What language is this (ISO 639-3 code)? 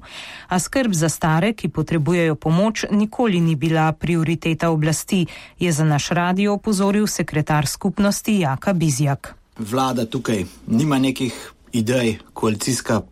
slv